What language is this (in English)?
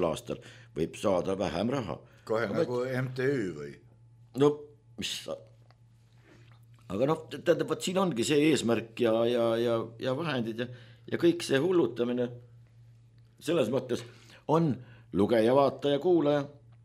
Estonian